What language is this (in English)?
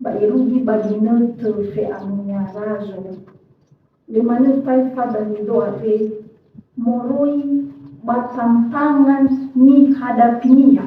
Nias